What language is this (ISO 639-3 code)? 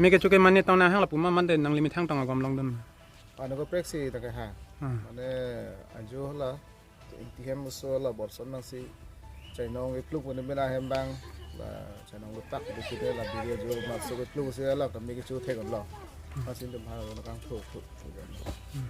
mjw